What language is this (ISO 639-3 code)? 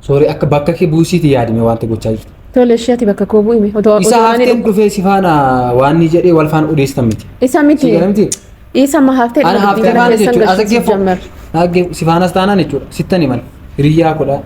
orm